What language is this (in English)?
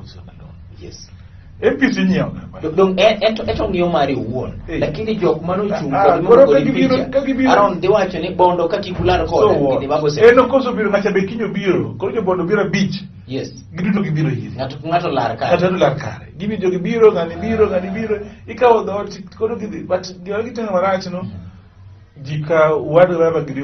Luo (Kenya and Tanzania)